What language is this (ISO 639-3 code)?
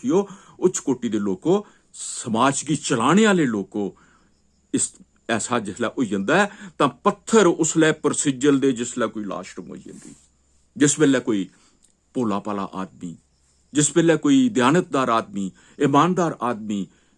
doi